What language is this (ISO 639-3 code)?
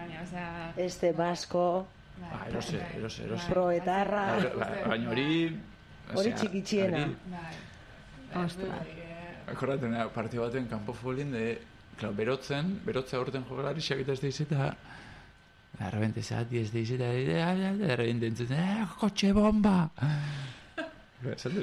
eus